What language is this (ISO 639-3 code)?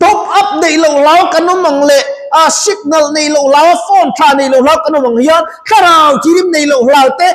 lus